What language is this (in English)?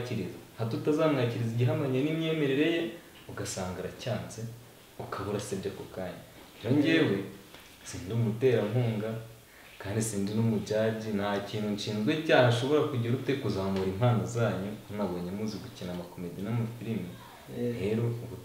Kinyarwanda